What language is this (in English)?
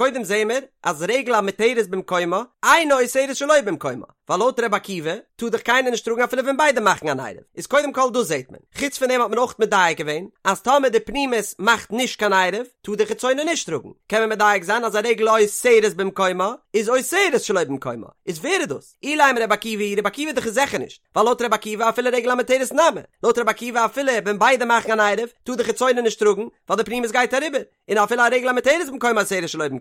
Yiddish